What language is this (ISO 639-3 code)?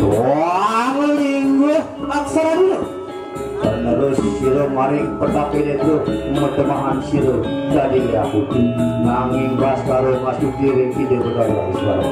ban